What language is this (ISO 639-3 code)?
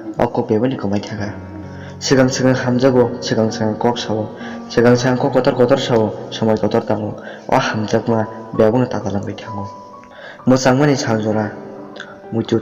trp